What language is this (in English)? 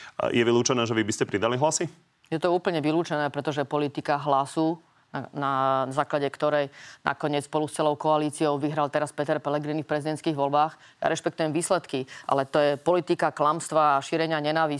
Slovak